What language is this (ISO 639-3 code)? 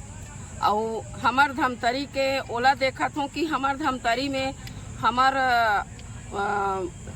hne